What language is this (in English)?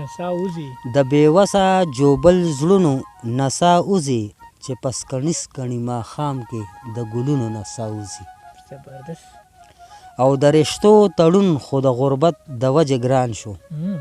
Pashto